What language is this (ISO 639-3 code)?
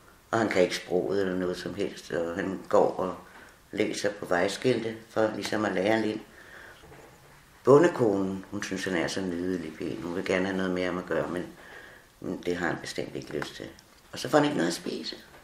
dan